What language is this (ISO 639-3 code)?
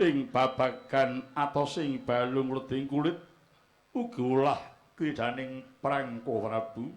jav